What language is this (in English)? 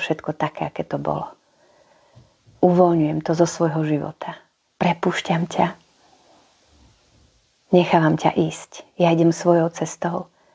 Slovak